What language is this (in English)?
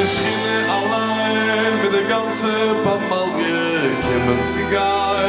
Yiddish